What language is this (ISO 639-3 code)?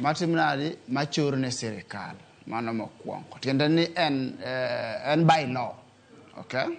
luo